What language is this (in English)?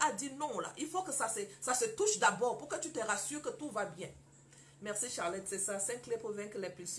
French